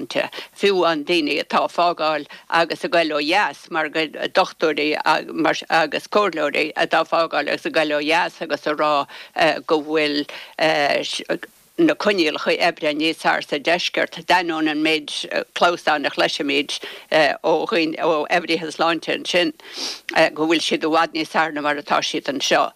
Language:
Irish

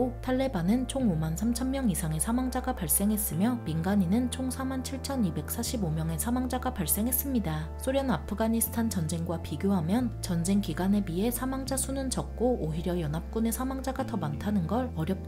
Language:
Korean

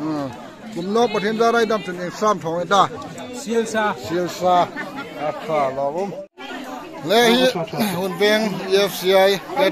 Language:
Hmar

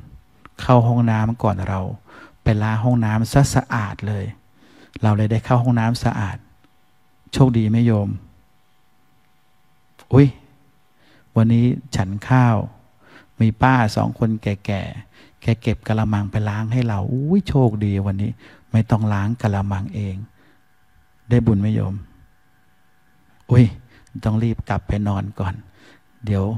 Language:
Thai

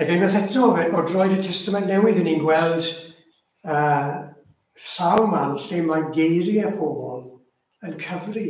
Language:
Welsh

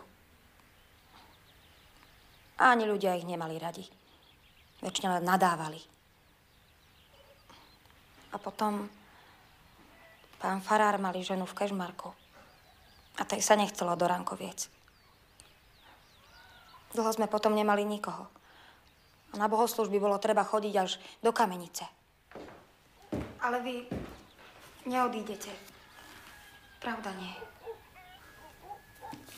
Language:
Slovak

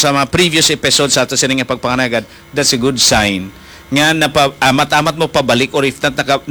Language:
Hiligaynon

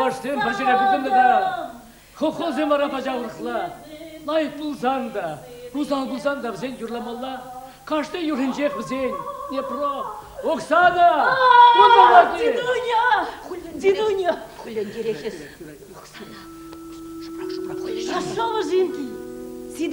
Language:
Chuvash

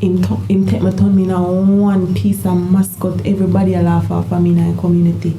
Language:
Jamaican Creole English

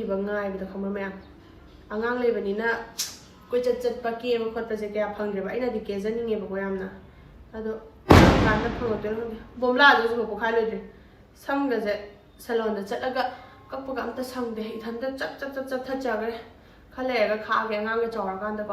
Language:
Manipuri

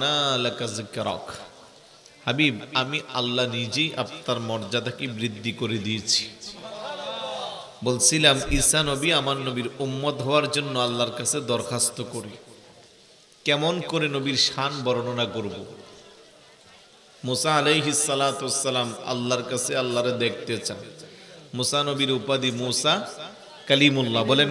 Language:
Bangla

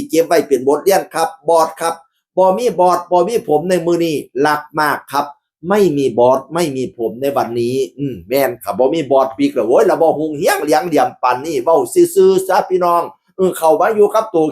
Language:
Northeastern Thai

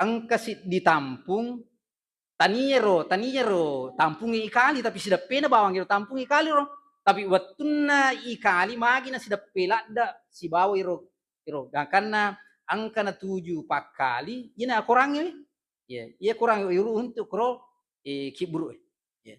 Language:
Buginese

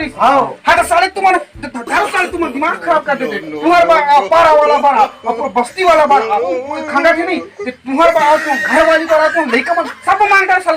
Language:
Chhattisgarhi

